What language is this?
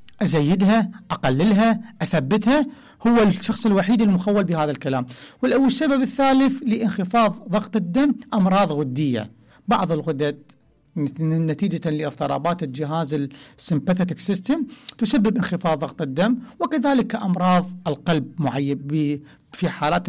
Mesopotamian Arabic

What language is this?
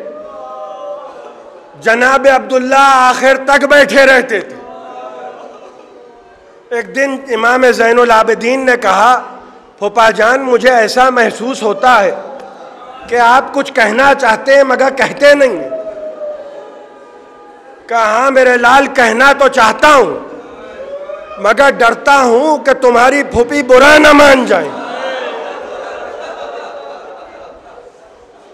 Urdu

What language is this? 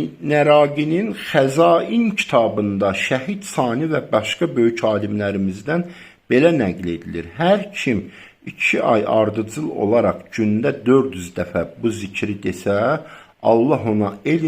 Azerbaijani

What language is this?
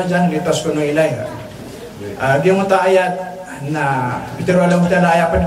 Maranao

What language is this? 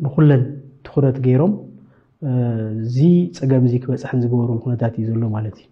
Tigrinya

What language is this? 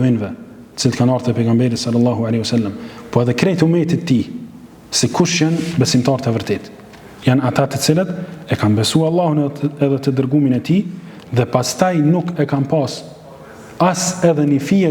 Albanian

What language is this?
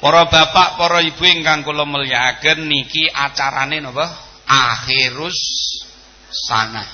Javanese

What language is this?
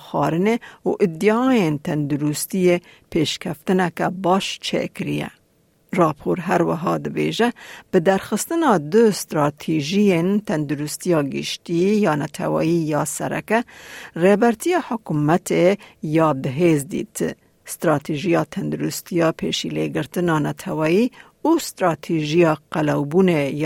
Kurdish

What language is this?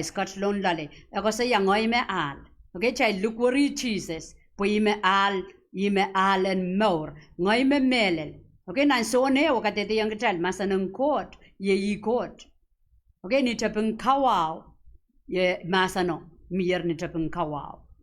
Pohnpeian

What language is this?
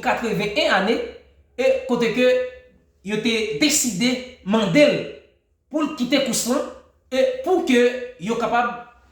Haitian Creole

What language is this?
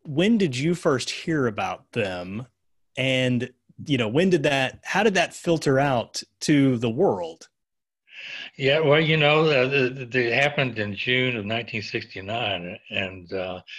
English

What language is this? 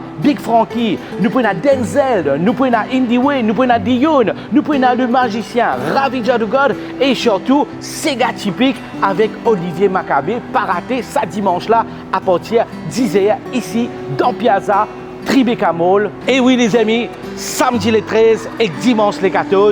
Morisyen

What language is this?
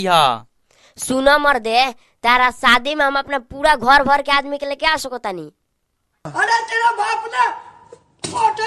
Bhojpuri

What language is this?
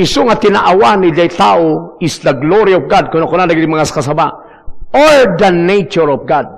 Iloko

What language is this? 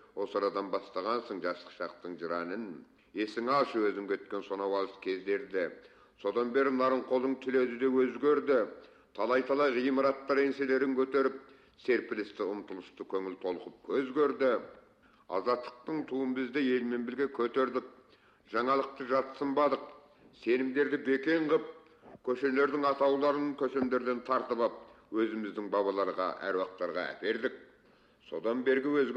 Kazakh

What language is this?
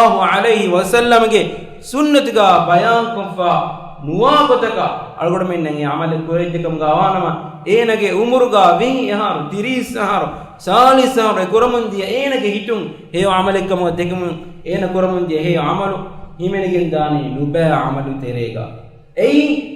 Divehi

